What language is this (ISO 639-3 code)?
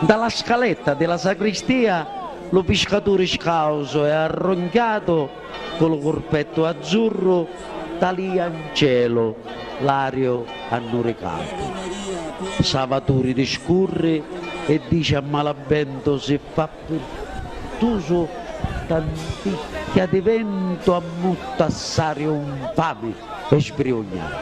scn